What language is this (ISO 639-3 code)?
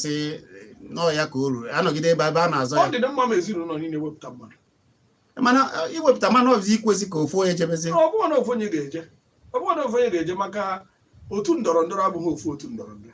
ibo